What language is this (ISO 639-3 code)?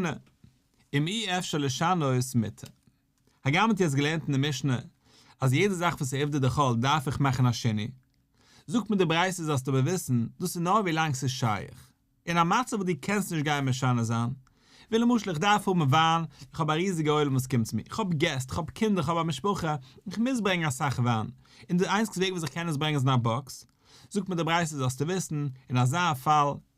yid